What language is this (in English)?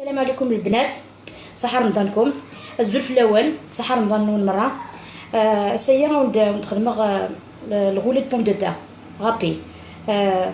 Algerian Arabic